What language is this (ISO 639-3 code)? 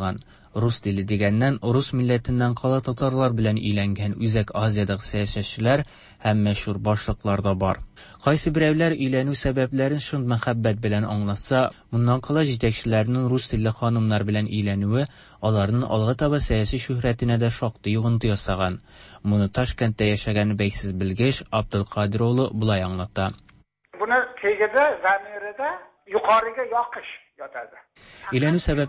tat